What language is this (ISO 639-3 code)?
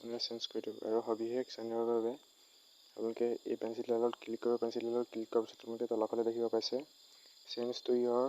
asm